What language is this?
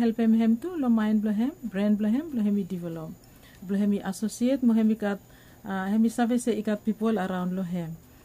Bislama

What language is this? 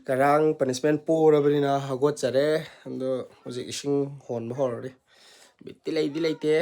Manipuri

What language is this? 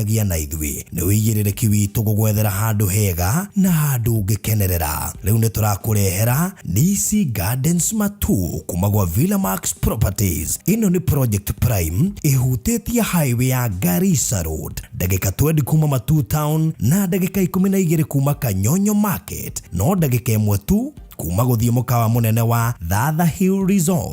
Kikuyu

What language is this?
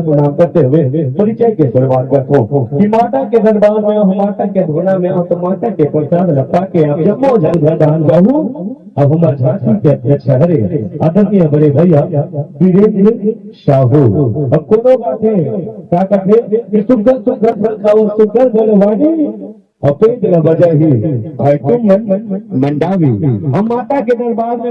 Chhattisgarhi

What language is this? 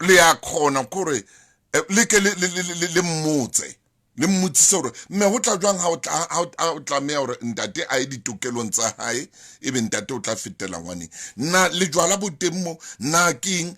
Southern Sotho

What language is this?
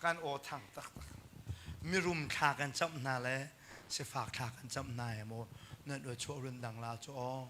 Hakha Chin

